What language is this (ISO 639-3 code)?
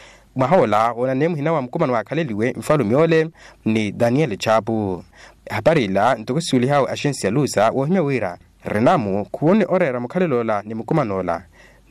vmw